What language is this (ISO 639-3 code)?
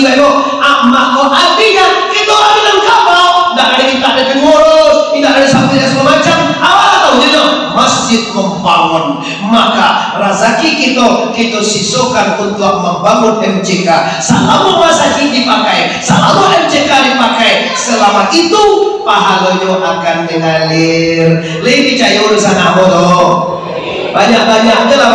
min